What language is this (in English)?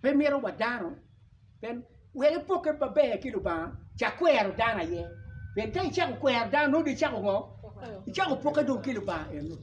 Acoli